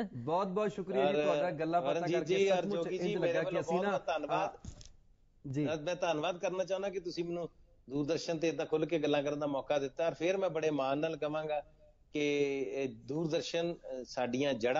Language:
Punjabi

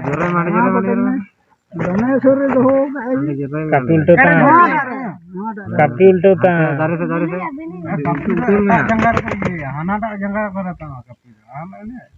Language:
Santali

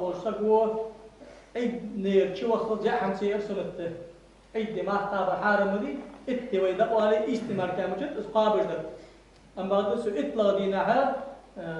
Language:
Ingush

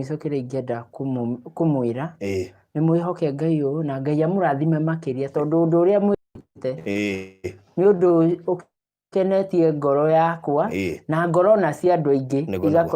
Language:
Kikuyu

